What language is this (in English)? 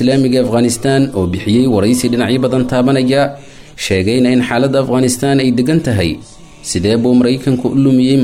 Somali